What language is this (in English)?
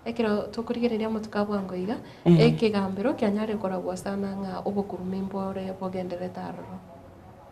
Gusii